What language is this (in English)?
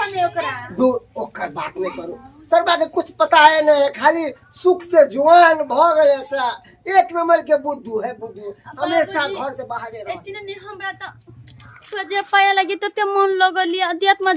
Maithili